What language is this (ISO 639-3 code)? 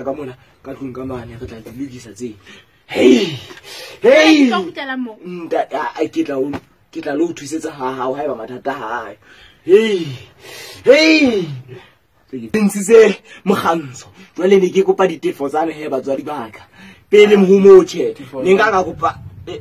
sot